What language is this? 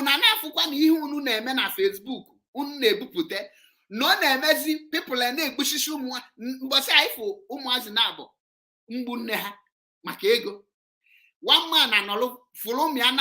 Igbo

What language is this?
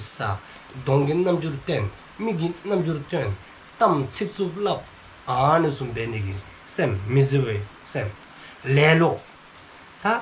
Dzongkha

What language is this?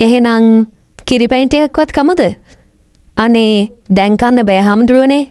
Sinhala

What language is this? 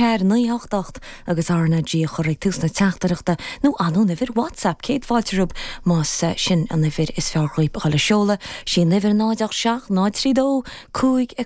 Irish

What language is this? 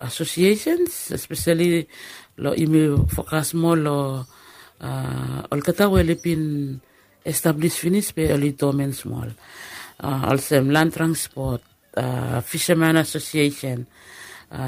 Bislama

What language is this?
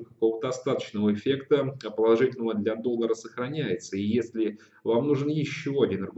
Russian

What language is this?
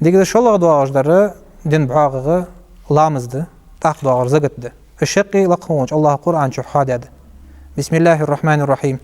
Ingush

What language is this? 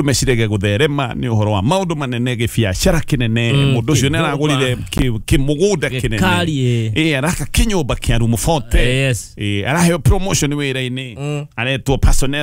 Kikuyu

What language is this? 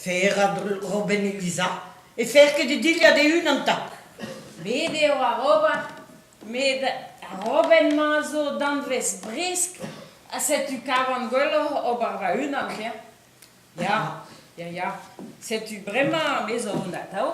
Breton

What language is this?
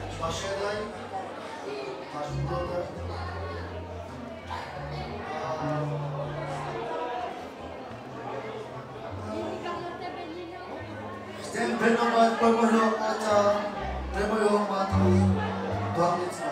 Slovak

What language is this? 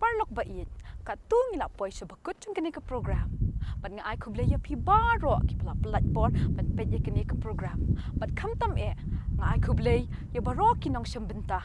Khasi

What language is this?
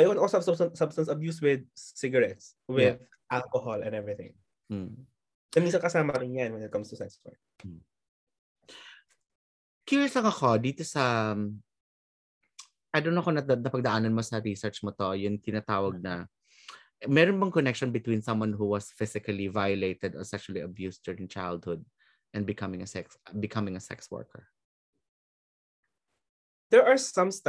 Filipino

